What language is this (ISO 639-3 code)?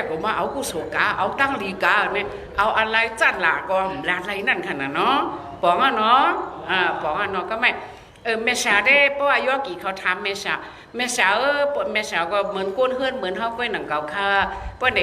shn